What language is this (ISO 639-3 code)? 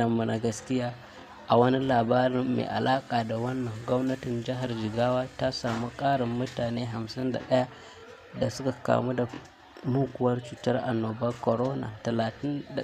hau